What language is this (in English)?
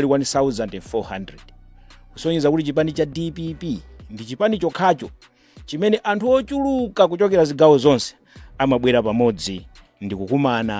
Nyanja